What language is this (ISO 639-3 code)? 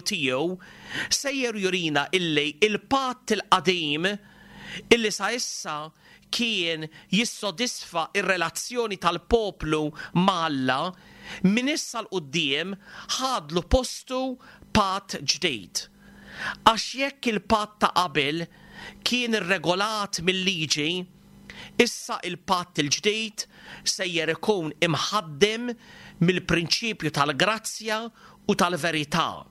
mlt